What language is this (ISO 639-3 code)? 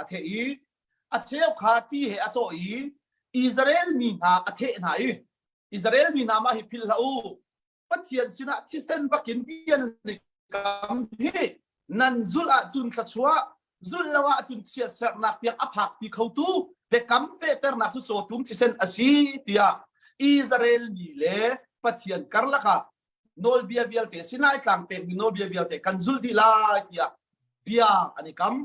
cnh